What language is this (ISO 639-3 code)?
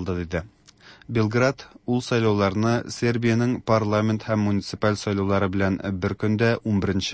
tat